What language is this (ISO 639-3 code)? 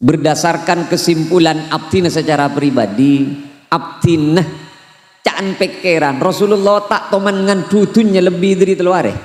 mad